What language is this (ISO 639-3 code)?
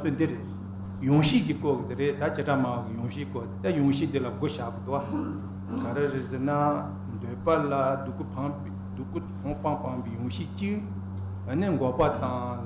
bod